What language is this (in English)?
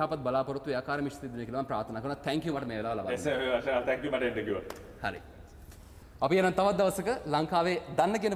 Sinhala